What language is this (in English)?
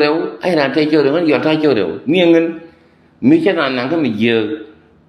Nuer